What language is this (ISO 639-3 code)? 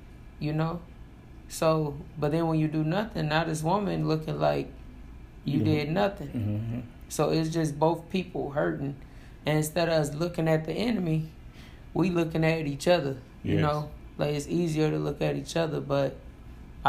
eng